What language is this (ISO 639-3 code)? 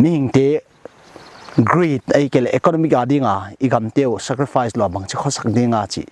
pck